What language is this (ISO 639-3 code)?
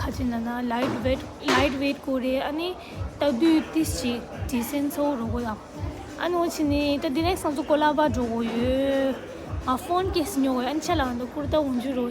bod